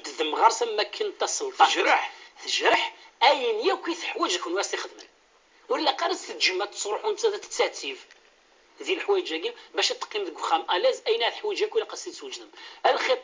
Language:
Kabyle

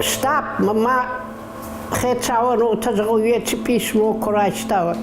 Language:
Ossetic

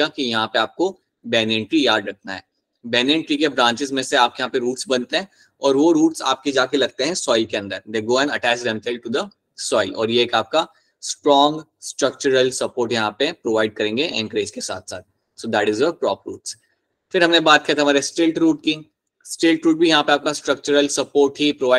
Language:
Hindi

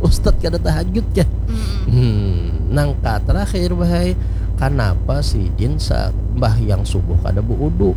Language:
Banjar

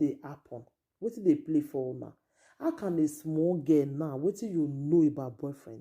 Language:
Nigerian Pidgin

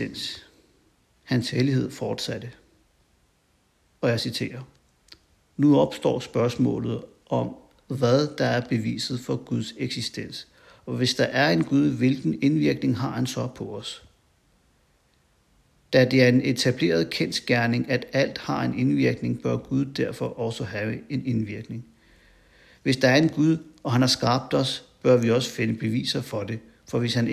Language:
Danish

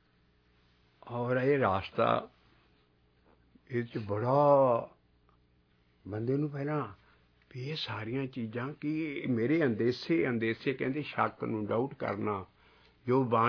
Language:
Punjabi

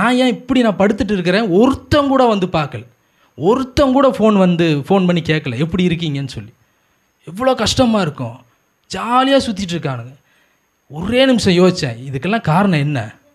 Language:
Tamil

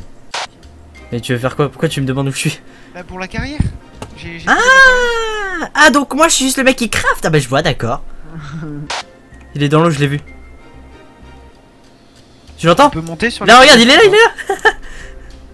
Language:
French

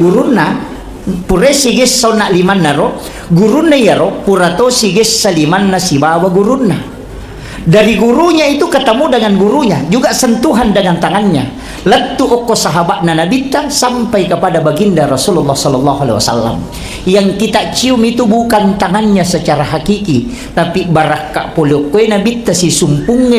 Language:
Buginese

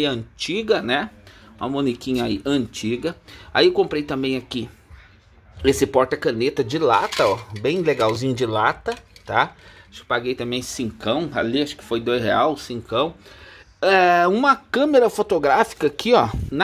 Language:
Portuguese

